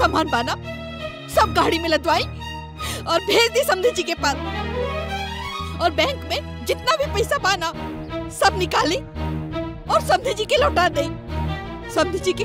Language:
Bhojpuri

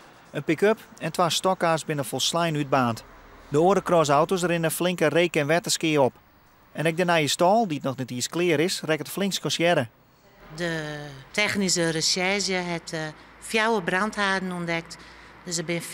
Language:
Western Frisian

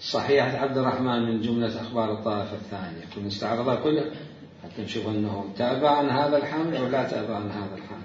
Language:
Mesopotamian Arabic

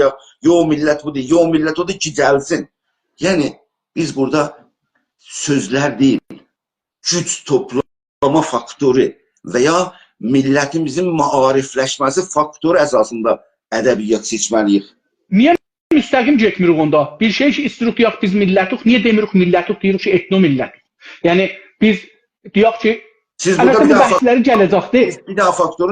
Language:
South Azerbaijani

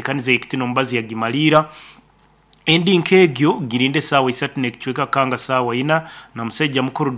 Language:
Nyoro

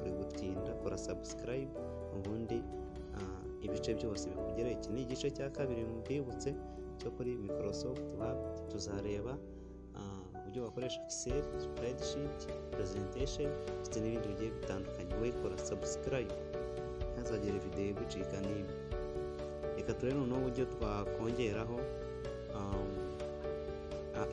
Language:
Kinyarwanda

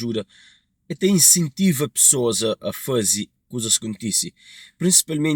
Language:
Kabuverdianu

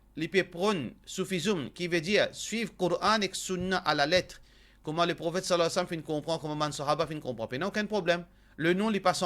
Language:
Morisyen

